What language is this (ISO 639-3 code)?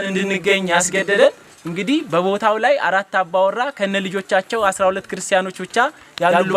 amh